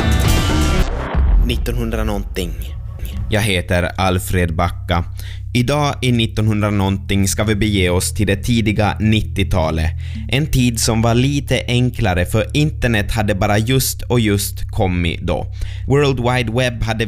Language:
Swedish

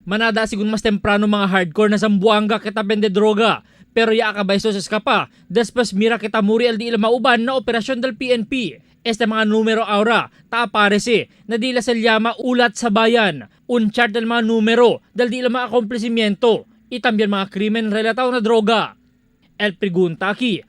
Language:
Chavacano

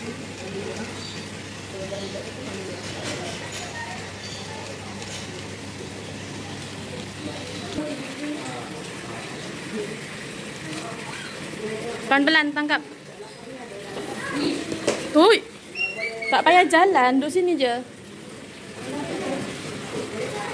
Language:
Malay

